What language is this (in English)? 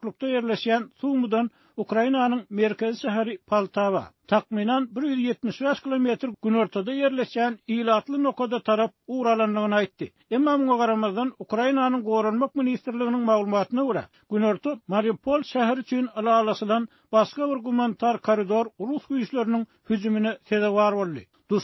Turkmen